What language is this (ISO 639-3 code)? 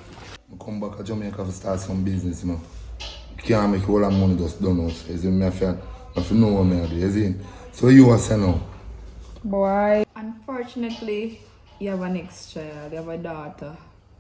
jam